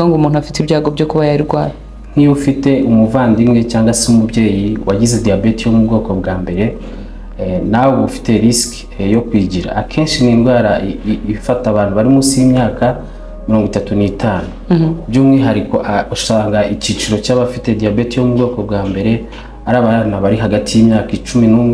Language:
Kinyarwanda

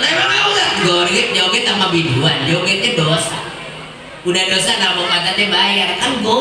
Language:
Betawi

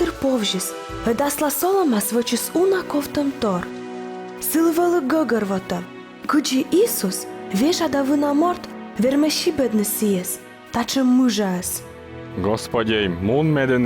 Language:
Komi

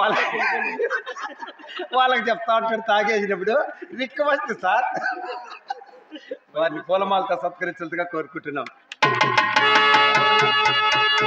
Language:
Telugu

